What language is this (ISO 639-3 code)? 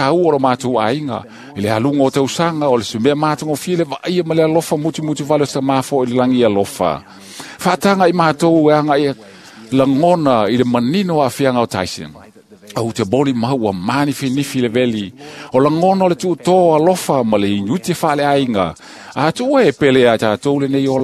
smo